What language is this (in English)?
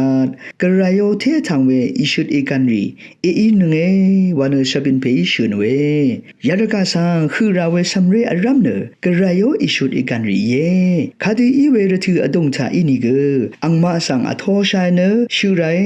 Rawang